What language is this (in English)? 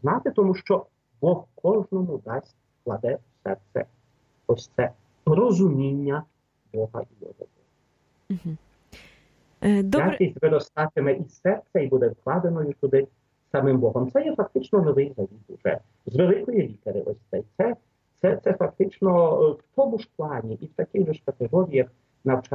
Ukrainian